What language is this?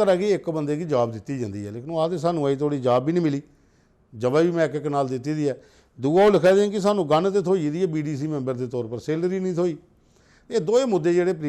Dogri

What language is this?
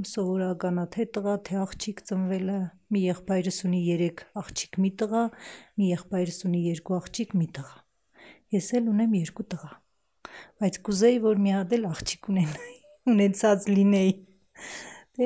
Armenian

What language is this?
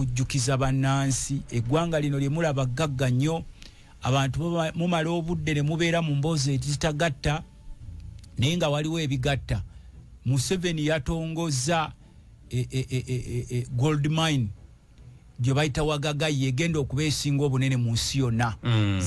Ganda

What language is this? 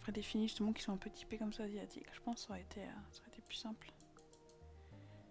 French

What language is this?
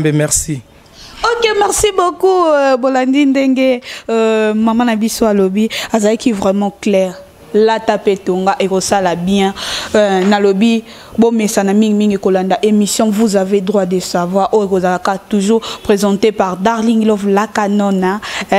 Lingala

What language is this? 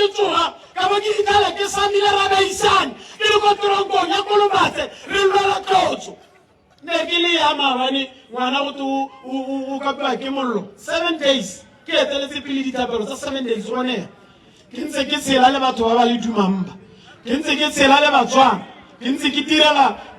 Tswana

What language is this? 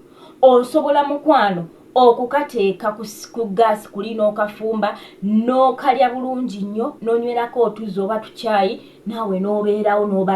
Ganda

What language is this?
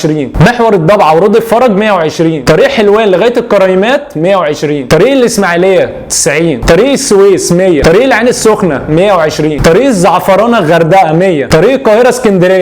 Egyptian Arabic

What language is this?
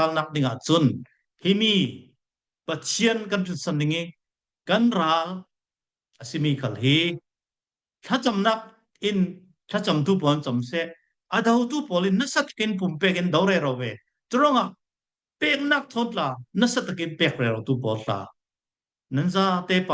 Falam Chin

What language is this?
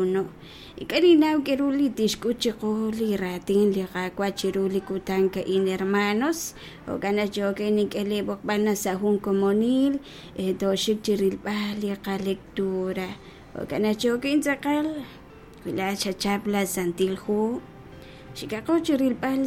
Kekchí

